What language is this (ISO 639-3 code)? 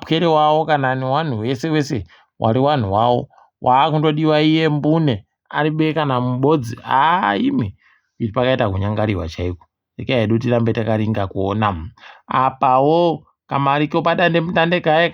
ndc